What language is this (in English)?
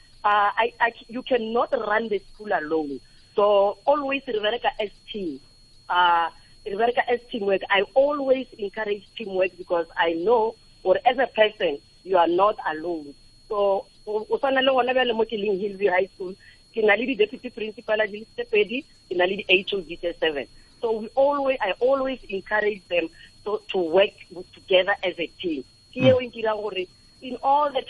Northern Sotho